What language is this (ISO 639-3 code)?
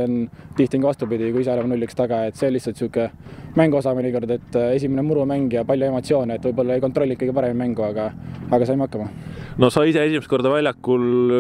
est